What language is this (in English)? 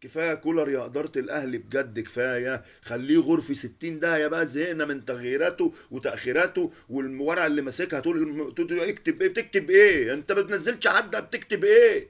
Egyptian Arabic